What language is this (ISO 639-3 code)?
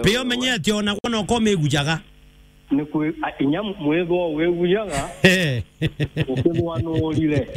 mer